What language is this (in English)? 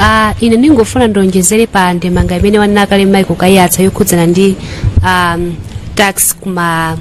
Nyanja